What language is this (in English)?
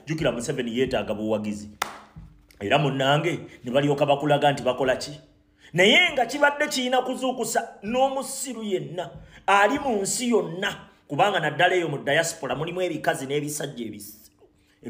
Ganda